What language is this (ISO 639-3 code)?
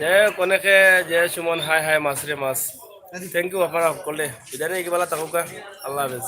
syl